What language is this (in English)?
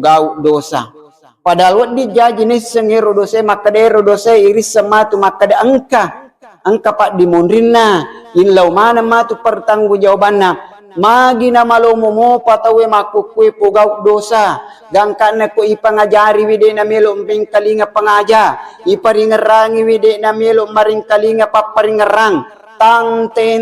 Buginese